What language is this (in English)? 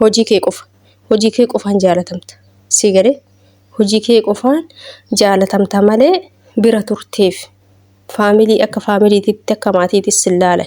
Oromo